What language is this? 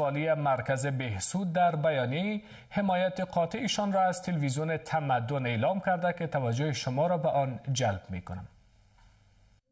Persian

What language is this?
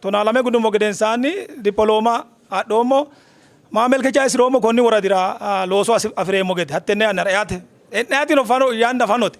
Sidamo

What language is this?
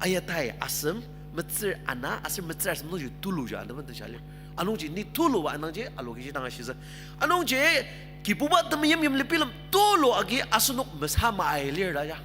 Ao Naga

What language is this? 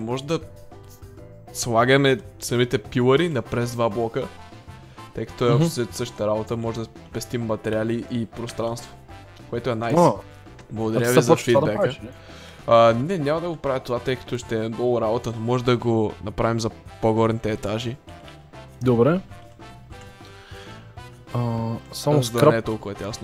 Bulgarian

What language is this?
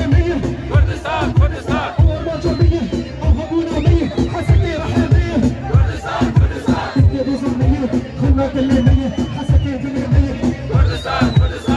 Kurdish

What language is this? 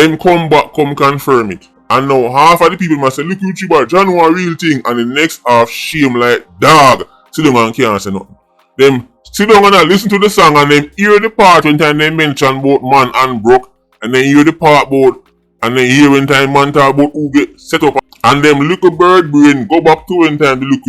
Jamaican Creole English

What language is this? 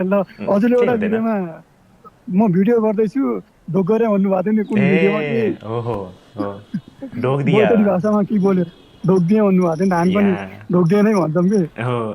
Nepali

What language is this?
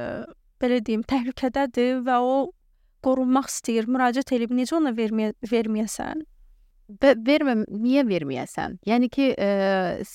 Azerbaijani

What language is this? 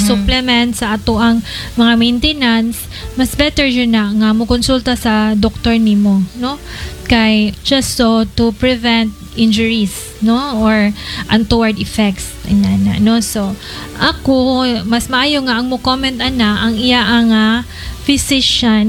Cebuano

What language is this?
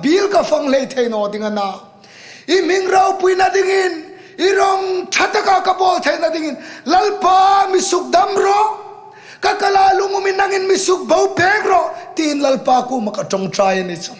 Hmar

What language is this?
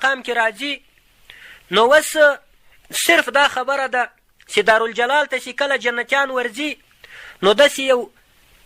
Pashto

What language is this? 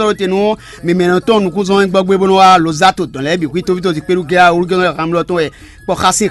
Fon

